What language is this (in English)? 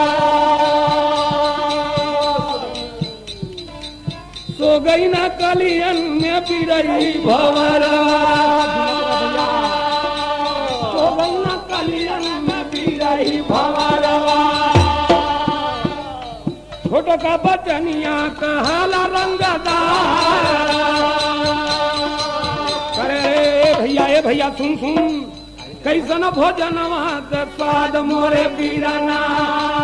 Bhojpuri